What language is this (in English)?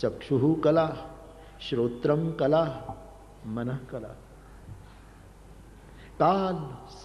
Hindi